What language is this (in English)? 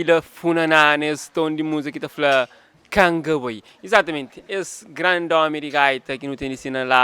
Kabuverdianu